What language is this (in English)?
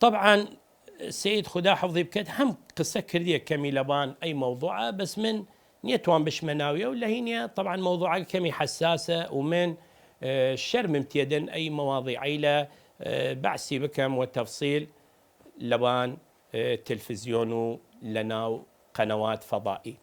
Southern Kurdish